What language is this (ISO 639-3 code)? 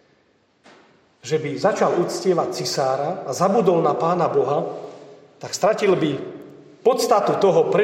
slk